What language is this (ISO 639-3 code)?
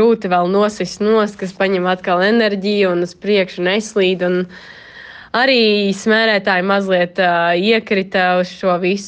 lav